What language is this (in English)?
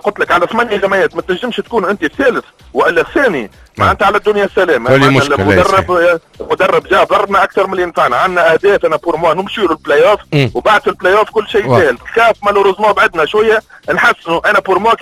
Tunisian Arabic